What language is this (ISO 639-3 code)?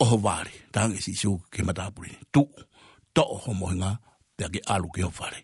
ton